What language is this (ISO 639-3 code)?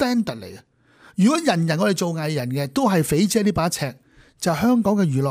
yue